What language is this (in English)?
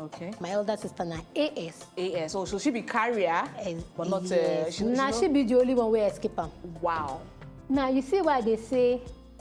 Nigerian Pidgin